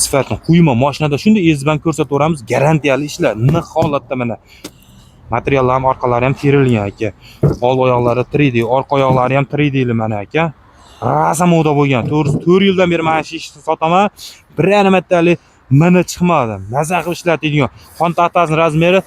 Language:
Uzbek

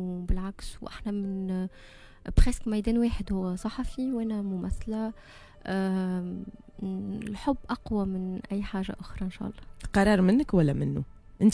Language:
Tunisian Arabic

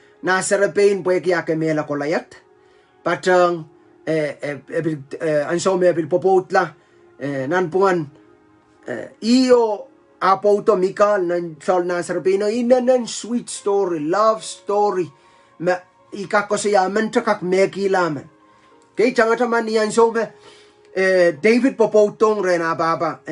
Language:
Pohnpeian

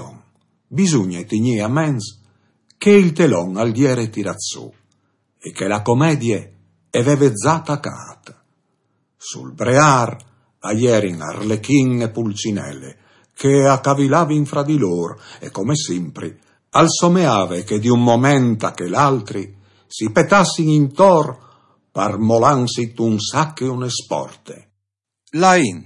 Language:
Friulian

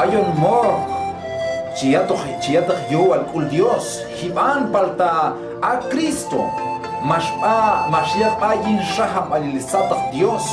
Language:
Q'anjob'al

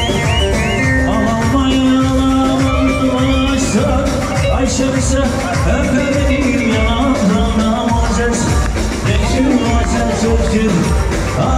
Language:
Turkish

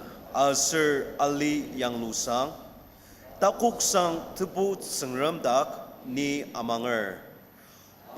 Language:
Ao Naga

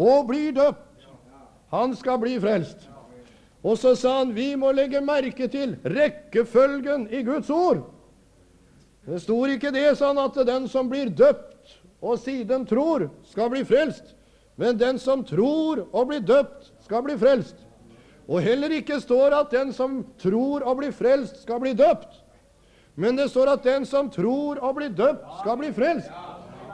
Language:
Norwegian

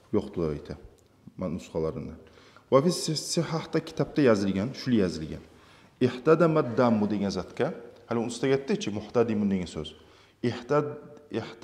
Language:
Kumyk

